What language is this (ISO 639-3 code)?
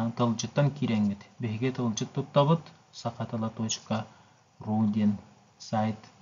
sah